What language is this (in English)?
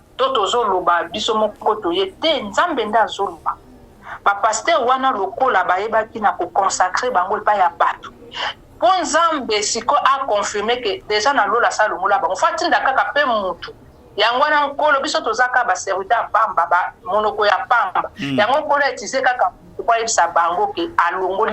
Lingala